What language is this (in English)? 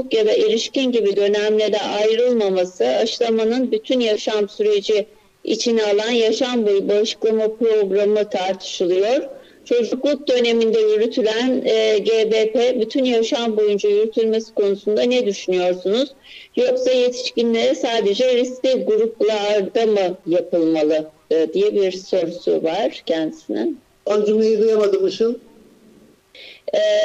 Turkish